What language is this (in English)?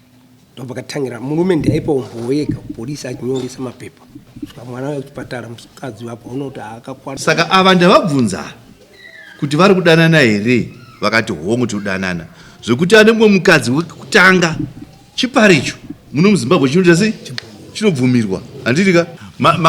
Shona